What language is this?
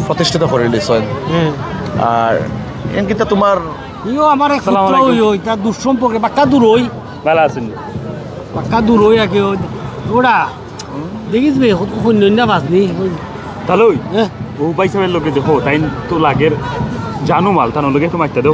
Sylheti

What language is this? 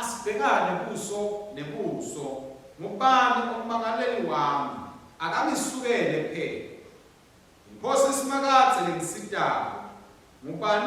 Swati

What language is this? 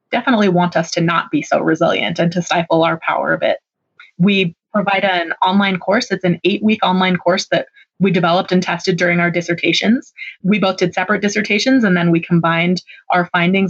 English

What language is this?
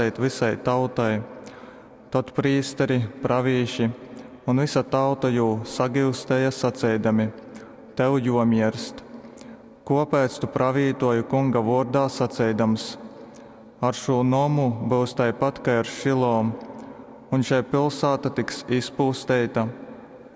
Latgalian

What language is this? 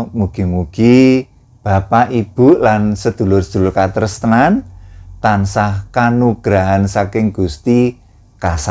Javanese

